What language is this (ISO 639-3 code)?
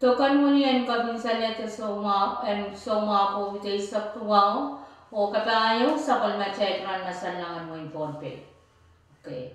pon